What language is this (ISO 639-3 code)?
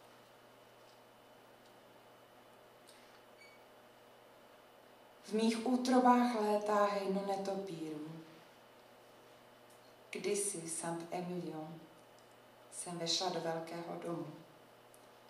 ces